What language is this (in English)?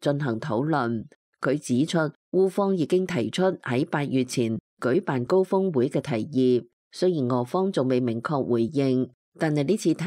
Cantonese